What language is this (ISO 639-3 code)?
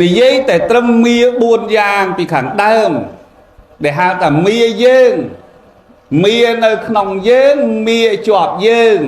khm